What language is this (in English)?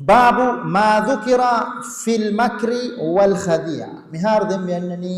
Divehi